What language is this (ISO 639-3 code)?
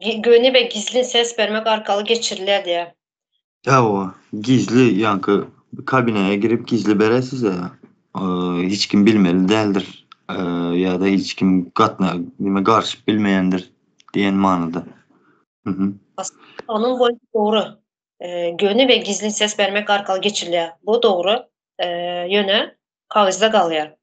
tuk